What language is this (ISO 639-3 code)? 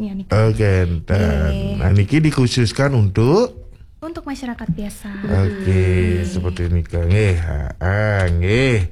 ban